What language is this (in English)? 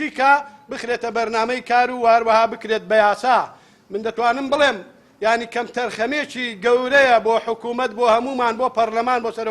Central Kurdish